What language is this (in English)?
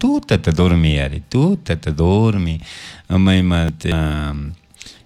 Chimborazo Highland Quichua